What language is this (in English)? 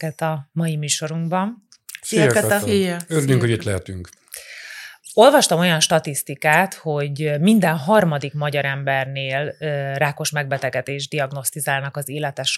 Hungarian